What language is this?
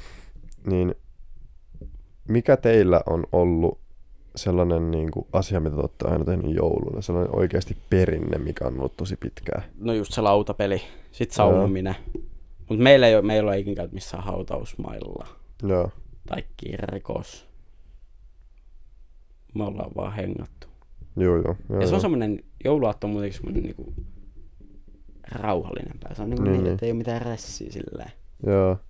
Finnish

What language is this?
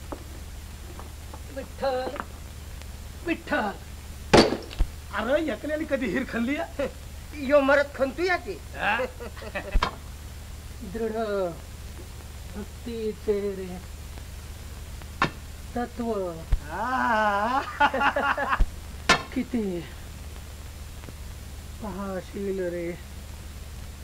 Marathi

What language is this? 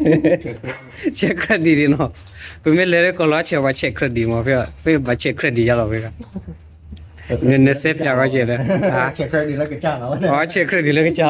S'gaw Karen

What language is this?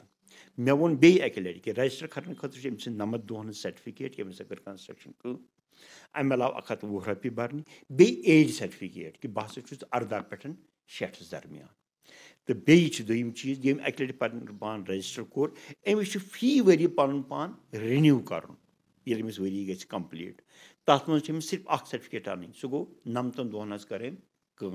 Kashmiri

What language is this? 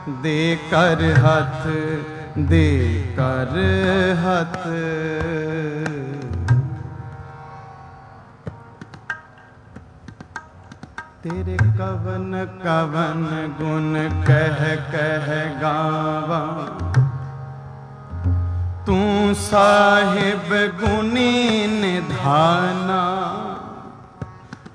Punjabi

